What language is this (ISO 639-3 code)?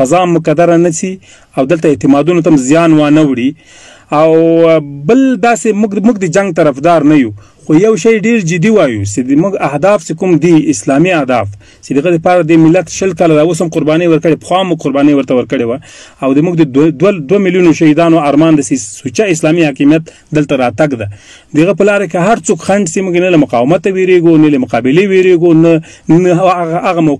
pus